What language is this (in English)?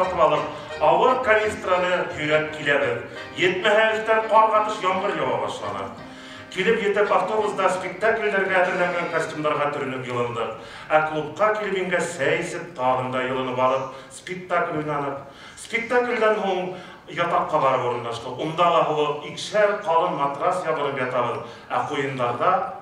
Bashkir